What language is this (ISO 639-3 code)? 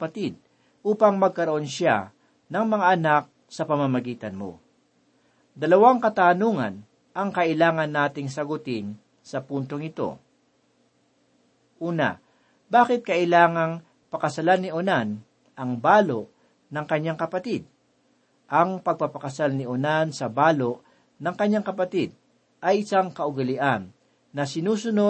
fil